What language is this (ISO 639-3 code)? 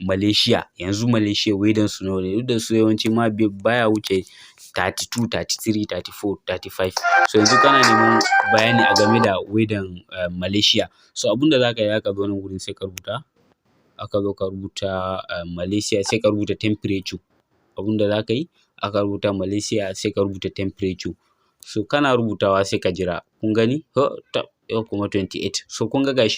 hau